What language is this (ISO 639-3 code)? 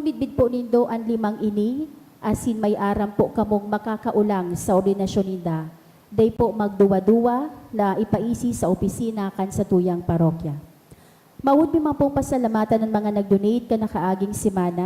bik